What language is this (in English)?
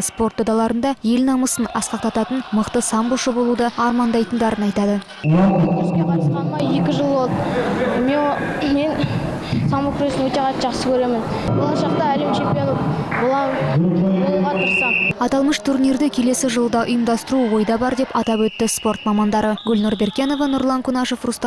Kazakh